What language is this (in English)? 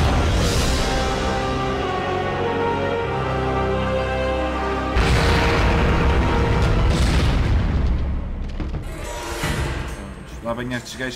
Portuguese